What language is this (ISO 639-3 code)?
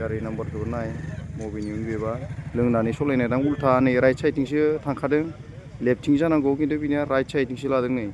brx